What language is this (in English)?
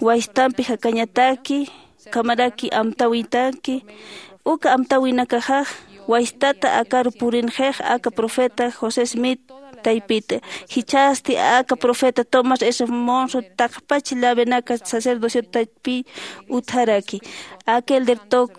Aymara